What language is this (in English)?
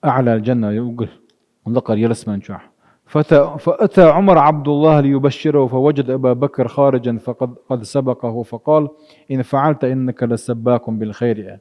Chechen